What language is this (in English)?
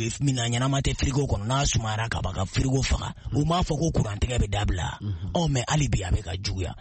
Bambara